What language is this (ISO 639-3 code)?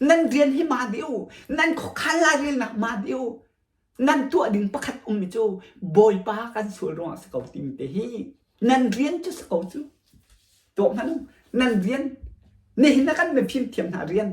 cnh